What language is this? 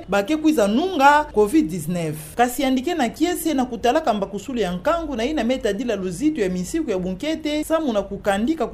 Kituba (Democratic Republic of Congo)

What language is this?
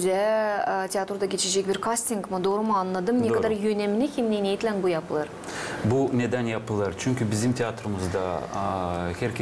Gagauz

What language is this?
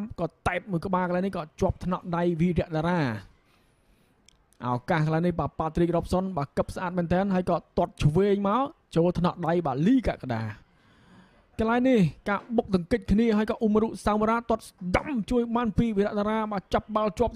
Khmer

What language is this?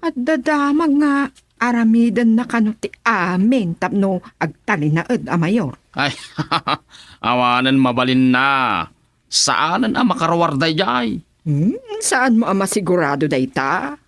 Iloko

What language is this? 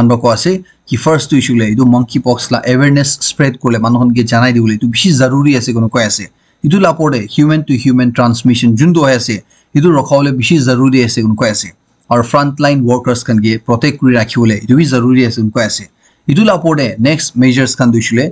Naga Pidgin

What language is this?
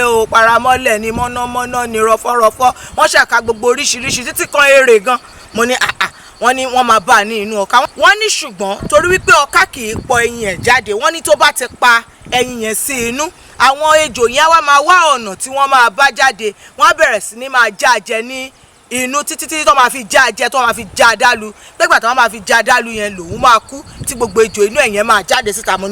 Yoruba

